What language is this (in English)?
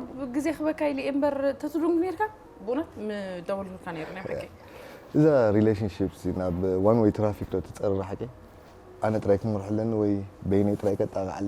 Tigrinya